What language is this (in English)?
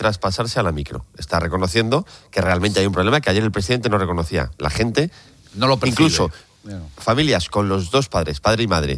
Spanish